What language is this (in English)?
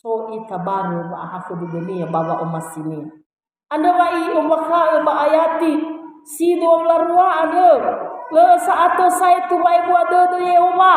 Nias